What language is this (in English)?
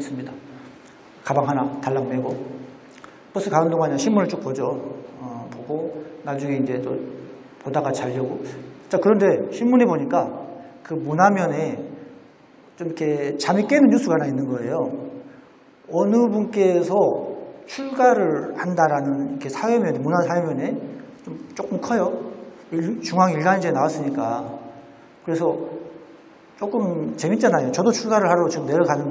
Korean